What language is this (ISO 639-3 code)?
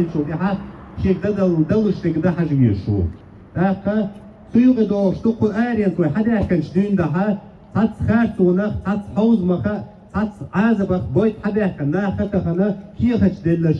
che